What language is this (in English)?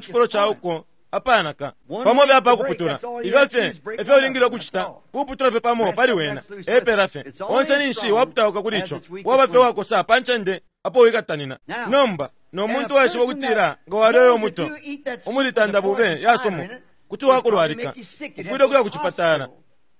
Bemba